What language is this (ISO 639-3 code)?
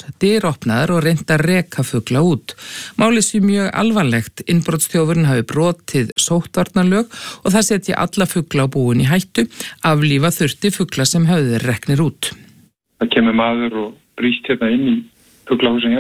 isl